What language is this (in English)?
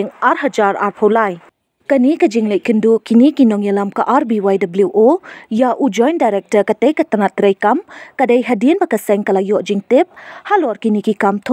Khasi